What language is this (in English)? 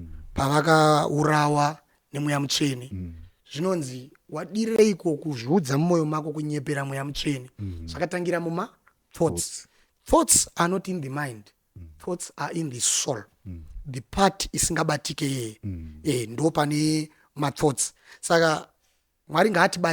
Shona